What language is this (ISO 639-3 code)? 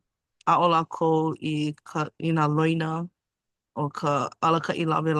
haw